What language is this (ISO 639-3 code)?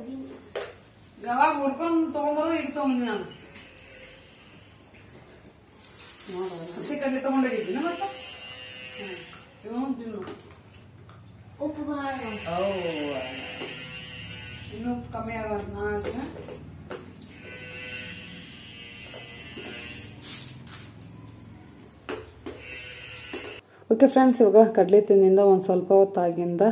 kan